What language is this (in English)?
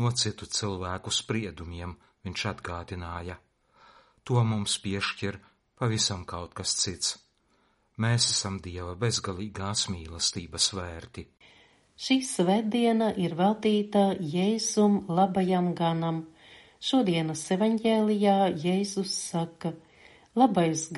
Latvian